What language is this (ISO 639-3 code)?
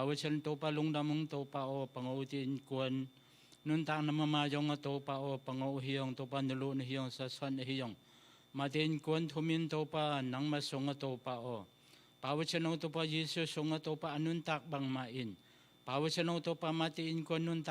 ctd